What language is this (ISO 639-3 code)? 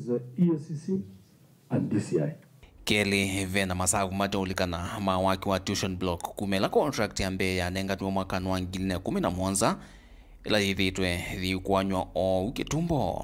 kam